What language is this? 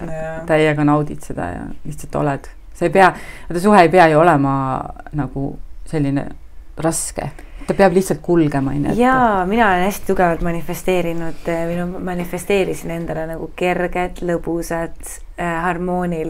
Estonian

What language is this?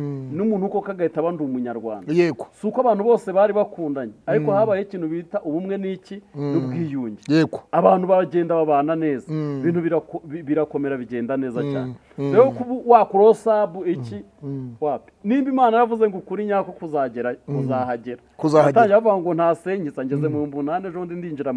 Kinyarwanda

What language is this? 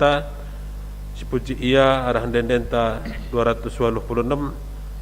Batak Karo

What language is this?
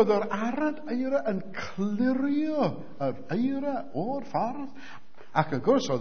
Welsh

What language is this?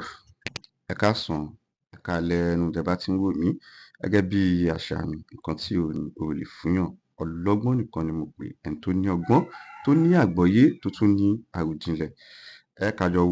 Yoruba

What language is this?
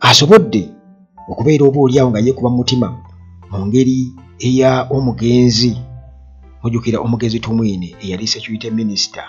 Ganda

